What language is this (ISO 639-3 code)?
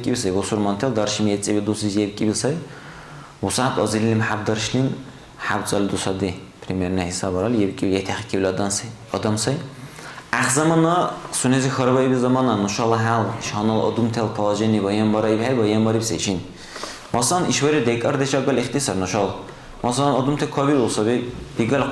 dar